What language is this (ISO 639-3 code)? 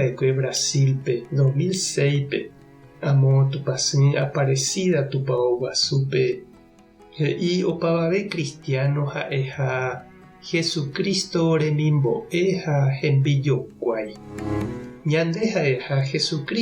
grn